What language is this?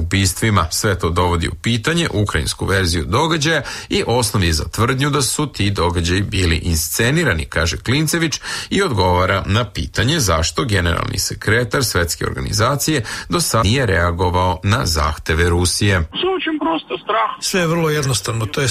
Serbian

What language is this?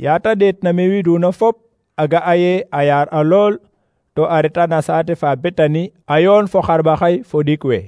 Serer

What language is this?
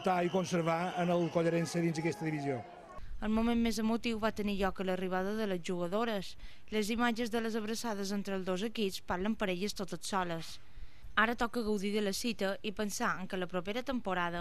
Catalan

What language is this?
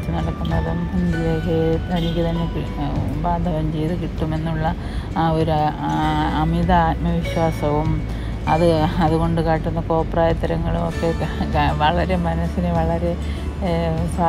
Malayalam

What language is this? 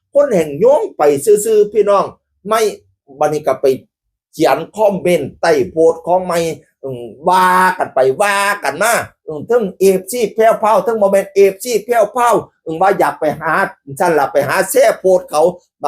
Northeastern Thai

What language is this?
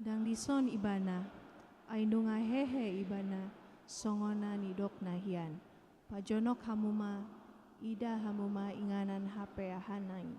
Batak Toba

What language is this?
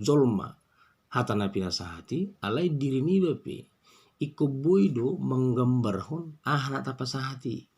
Batak Toba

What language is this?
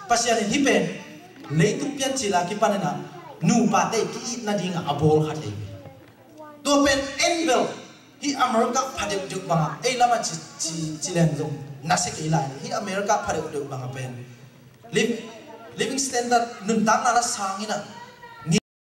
Tedim Chin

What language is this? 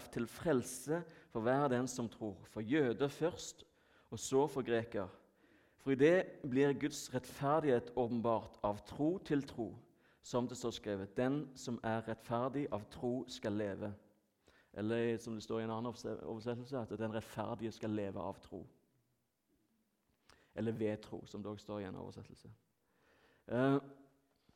Norwegian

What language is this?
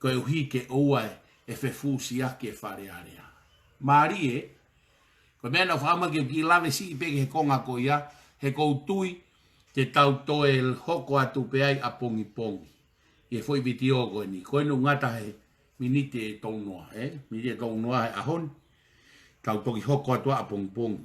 Tongan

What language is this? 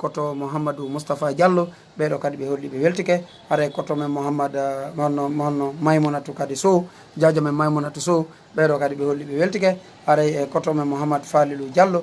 Fula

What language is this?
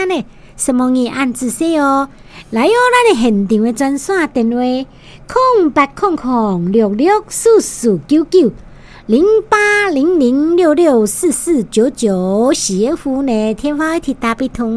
Min Nan Chinese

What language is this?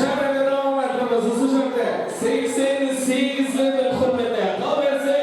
Kara-Kalpak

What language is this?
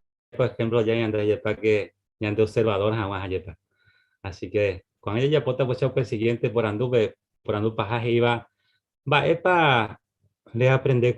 Guarani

